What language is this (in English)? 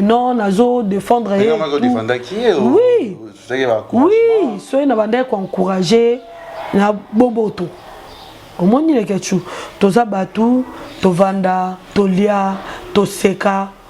Lingala